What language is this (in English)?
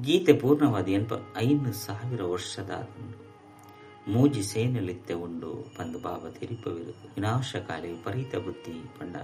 Tulu